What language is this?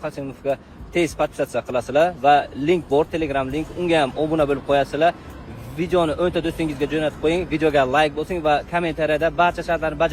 Uzbek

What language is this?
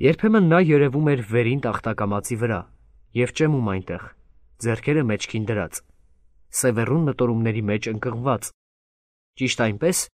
Armenian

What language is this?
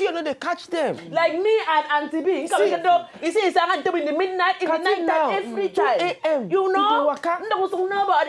Nigerian Pidgin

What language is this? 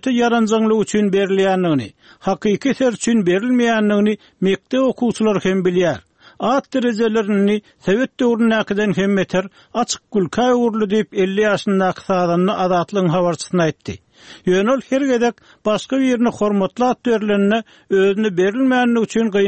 Turkmen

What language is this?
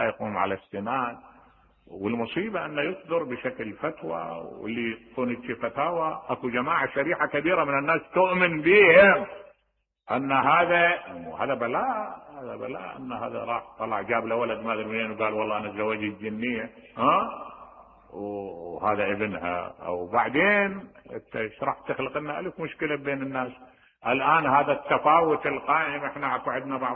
Mesopotamian Arabic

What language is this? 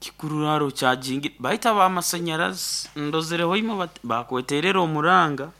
Nyankole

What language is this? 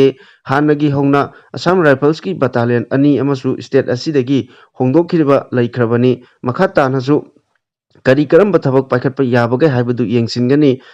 Manipuri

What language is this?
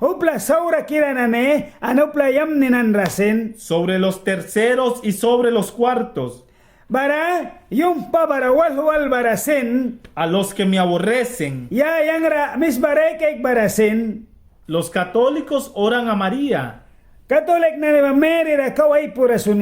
Mískito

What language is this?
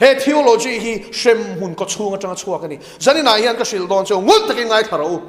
Mizo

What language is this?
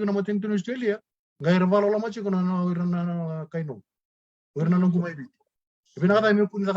Fijian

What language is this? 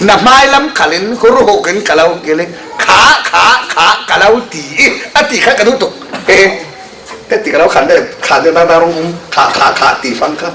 Falam Chin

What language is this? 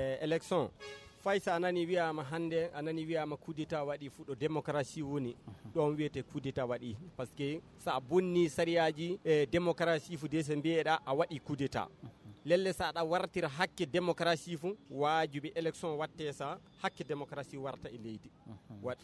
Fula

